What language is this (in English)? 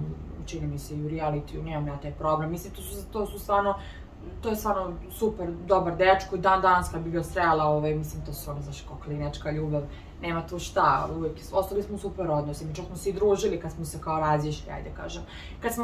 Serbian